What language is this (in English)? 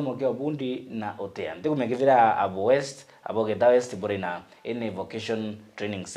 Meru